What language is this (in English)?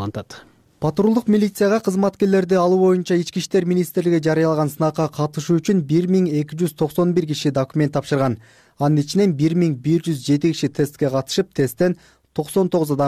Kyrgyz